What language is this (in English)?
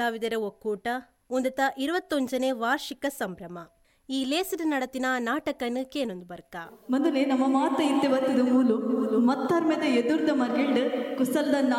Tulu